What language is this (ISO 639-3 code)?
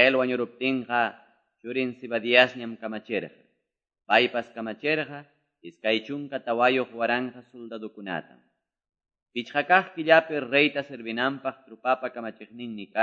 que